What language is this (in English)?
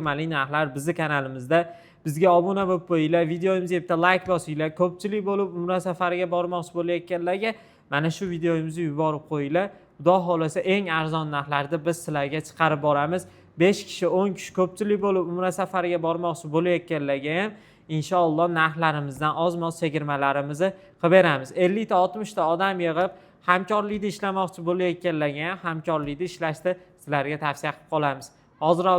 Uzbek